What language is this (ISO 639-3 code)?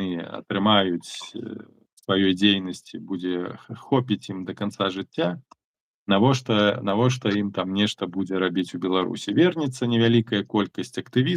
bel